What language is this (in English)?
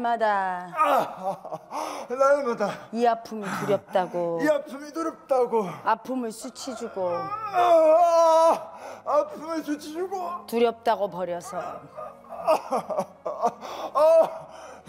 Korean